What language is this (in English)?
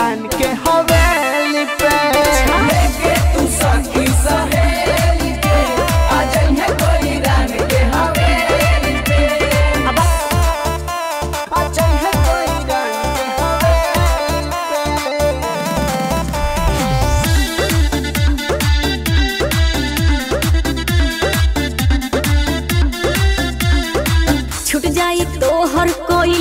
Bhojpuri